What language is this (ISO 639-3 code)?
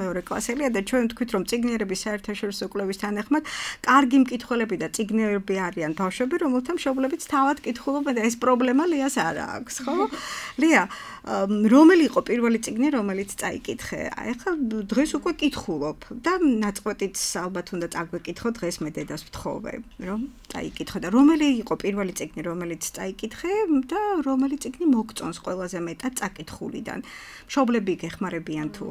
kat